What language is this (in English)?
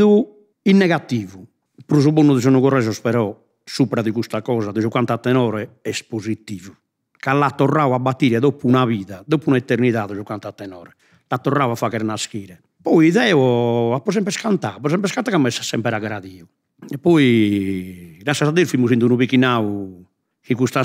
Sardinian